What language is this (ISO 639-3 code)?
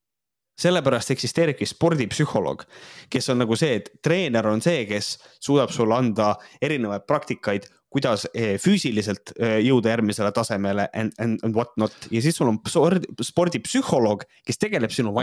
est